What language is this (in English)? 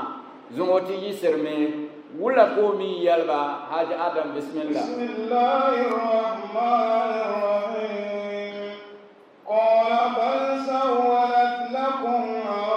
Dagbani